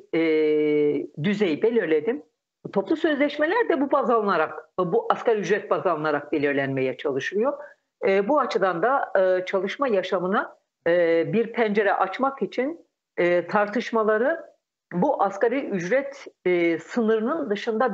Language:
Turkish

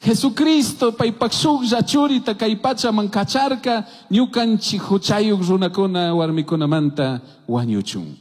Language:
Chimborazo Highland Quichua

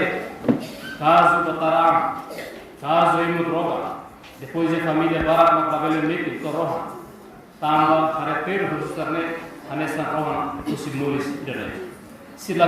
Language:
Tetum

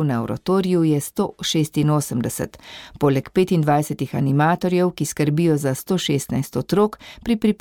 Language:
Slovenian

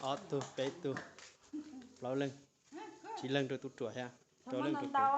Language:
Hmong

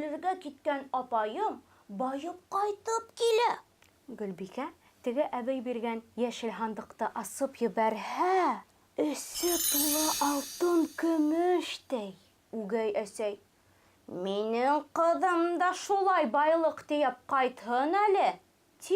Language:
Bashkir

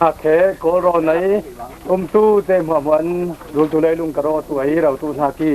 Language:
Falam Chin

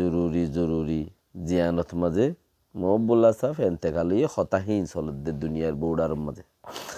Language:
Rohingya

